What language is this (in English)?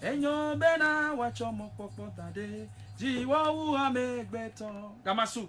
Ewe